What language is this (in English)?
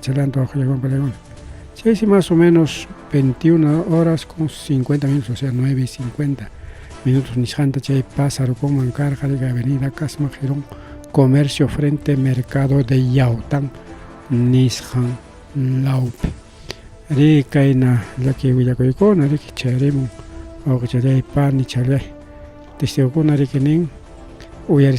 Ayacucho Quechua